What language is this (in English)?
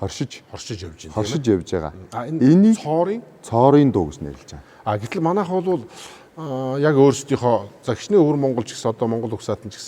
Mongolian